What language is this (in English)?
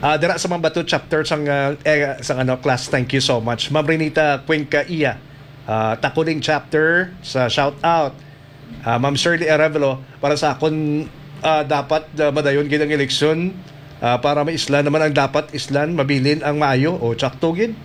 Hiligaynon